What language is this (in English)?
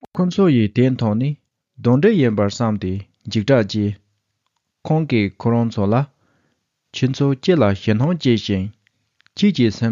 Tibetan